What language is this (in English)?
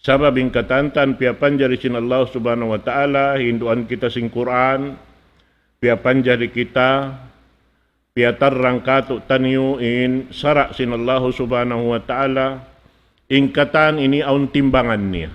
Tausug